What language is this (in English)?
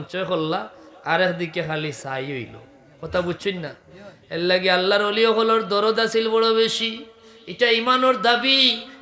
Sylheti